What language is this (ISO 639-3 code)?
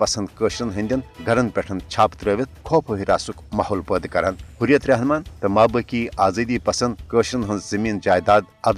kas